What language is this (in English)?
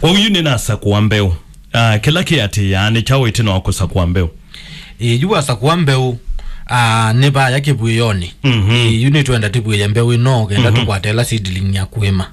Kamba